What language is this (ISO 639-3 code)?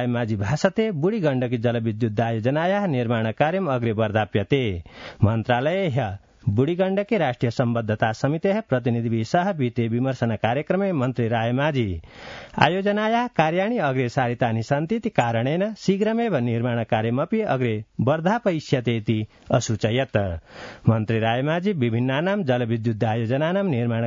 san